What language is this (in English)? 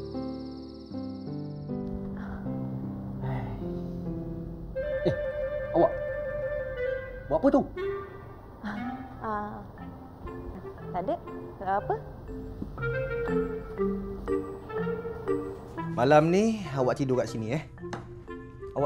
Malay